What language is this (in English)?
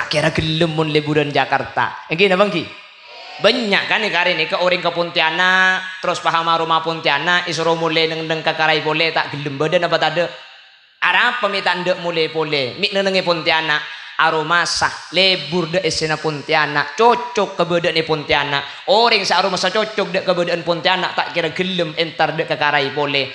Madurese